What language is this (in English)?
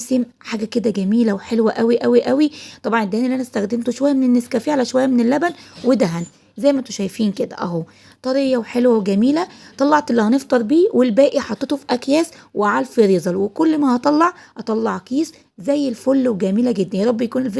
Egyptian Arabic